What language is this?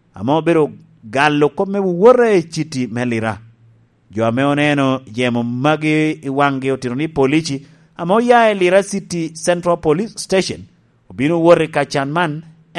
Lango (Uganda)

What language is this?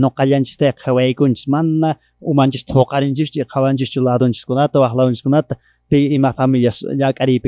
Quechua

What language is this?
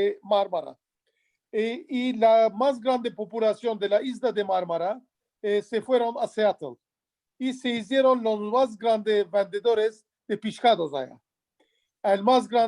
Ladino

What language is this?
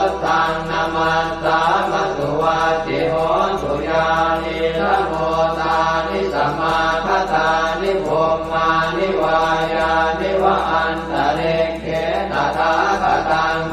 Pali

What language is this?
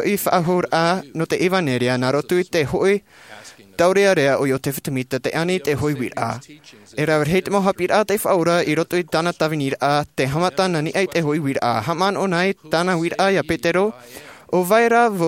Tahitian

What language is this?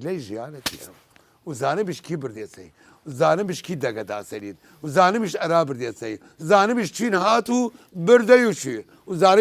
Southern Kurdish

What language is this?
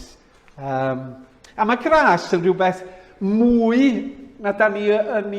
Welsh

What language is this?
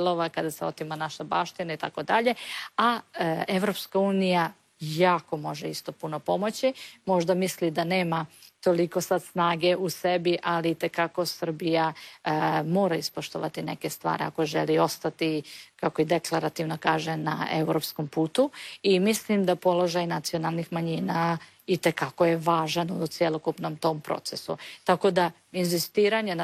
Croatian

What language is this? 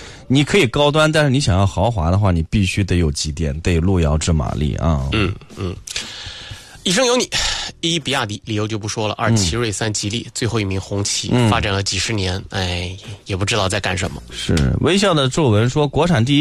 Chinese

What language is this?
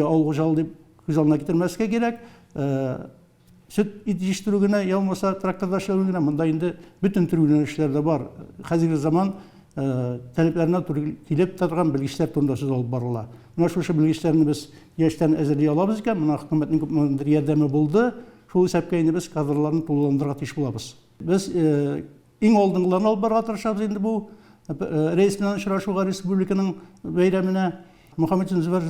Tatar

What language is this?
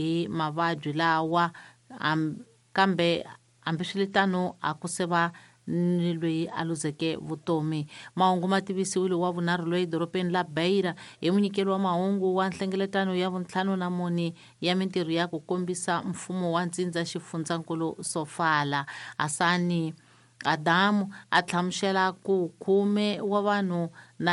Tsonga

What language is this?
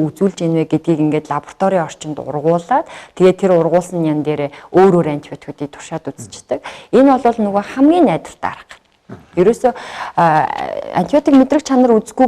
Mongolian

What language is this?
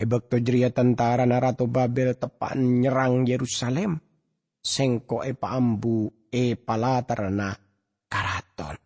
Madurese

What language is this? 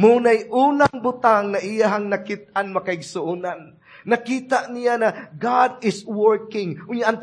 Cebuano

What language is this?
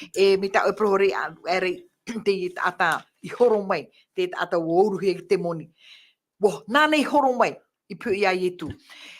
Tahitian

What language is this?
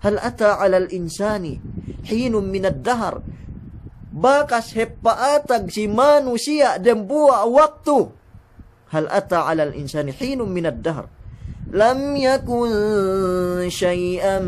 Yakan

